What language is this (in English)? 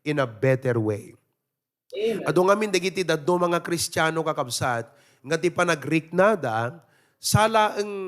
Iloko